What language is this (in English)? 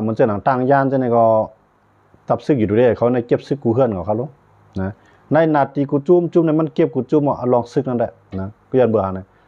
Shan